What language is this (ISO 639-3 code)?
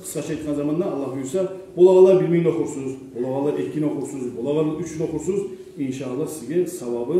kum